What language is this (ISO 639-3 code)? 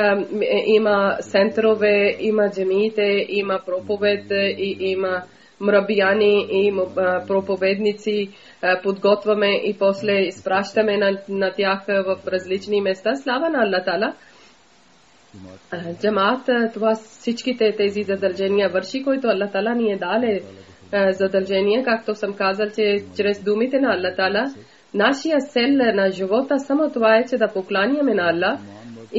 bul